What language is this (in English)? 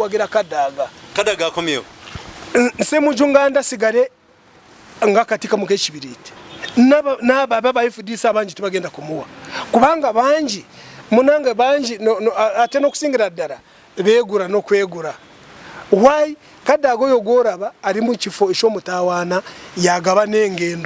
Ganda